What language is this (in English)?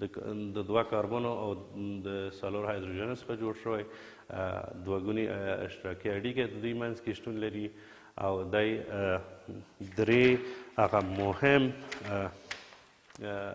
Pashto